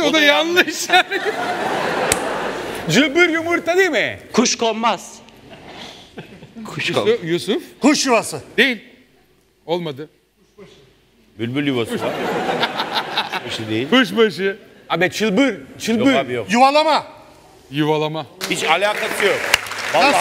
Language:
Turkish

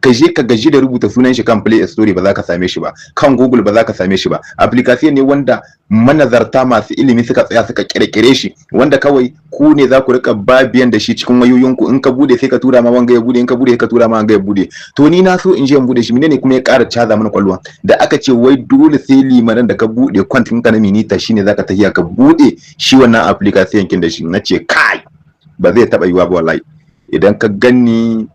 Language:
Hausa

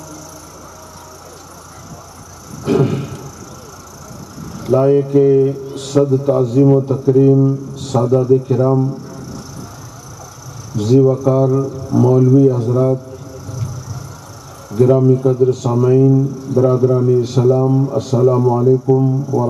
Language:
Urdu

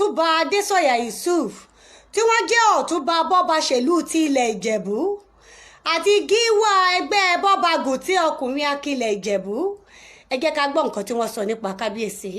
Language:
Yoruba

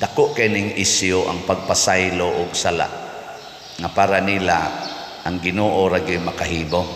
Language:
Cebuano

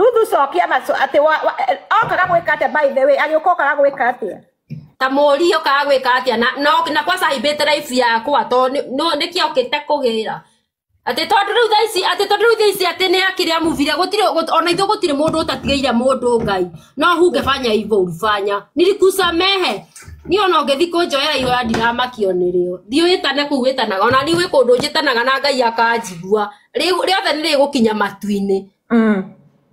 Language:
Kikuyu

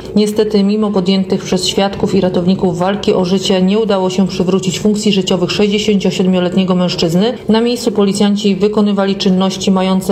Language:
Polish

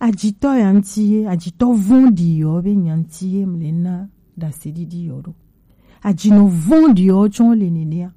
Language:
Gen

